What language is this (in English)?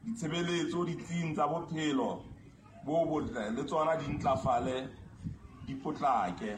Southern Sotho